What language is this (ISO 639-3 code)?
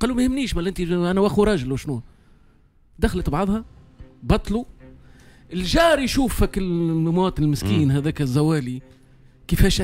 aeb